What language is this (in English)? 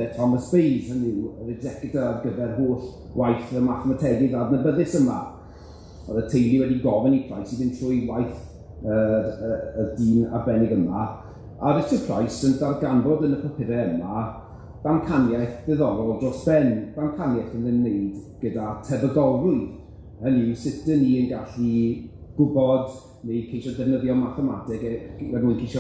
Welsh